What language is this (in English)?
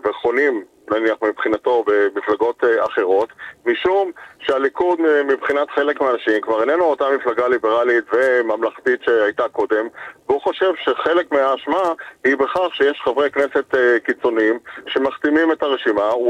Hebrew